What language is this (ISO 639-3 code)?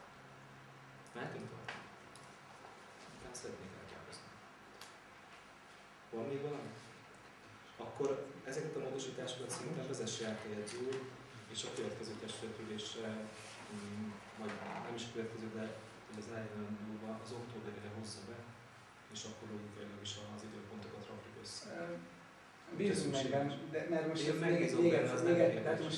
hun